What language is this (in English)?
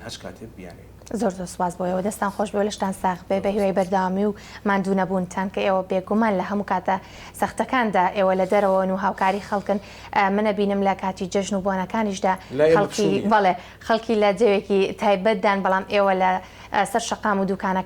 Central Kurdish